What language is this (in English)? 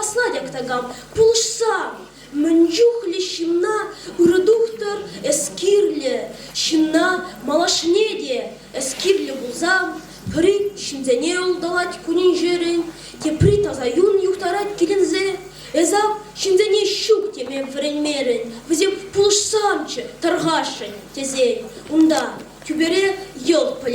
Chuvash